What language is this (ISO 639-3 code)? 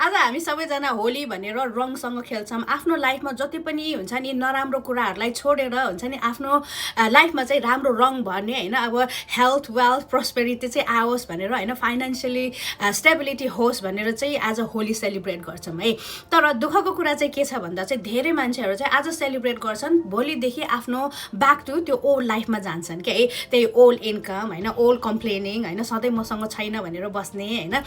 nep